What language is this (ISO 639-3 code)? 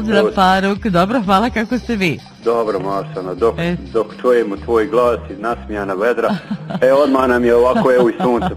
bos